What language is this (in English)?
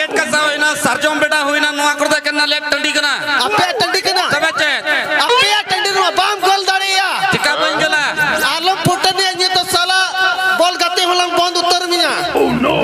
Santali